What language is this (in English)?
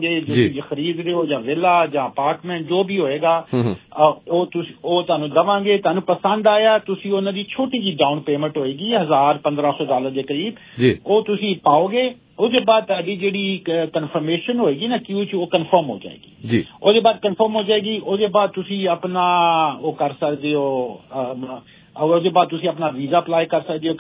Punjabi